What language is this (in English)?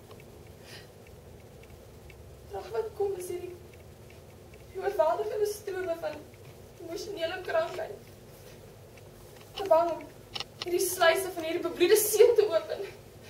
Afrikaans